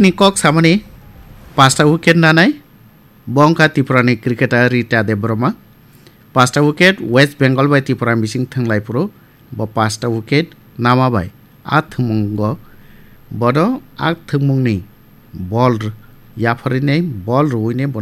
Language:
Kok Borok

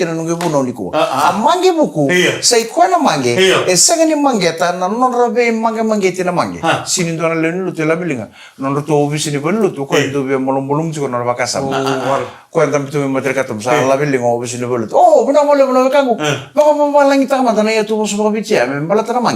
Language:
Fijian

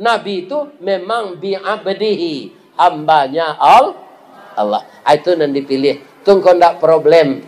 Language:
Minangkabau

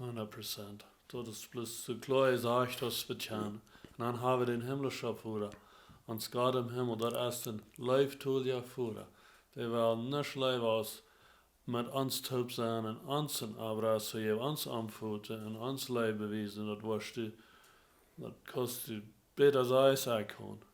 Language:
Plautdietsch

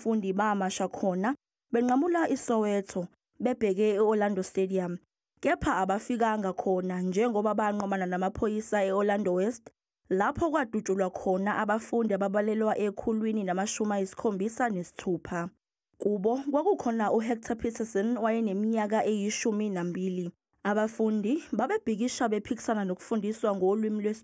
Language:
Zulu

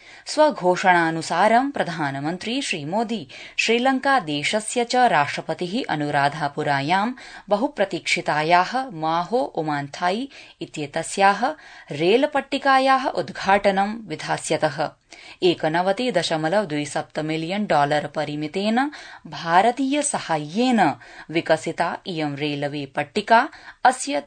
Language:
Sanskrit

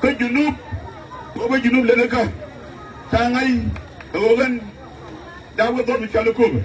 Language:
Nuer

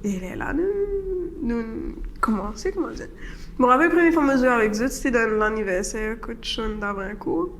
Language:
Morisyen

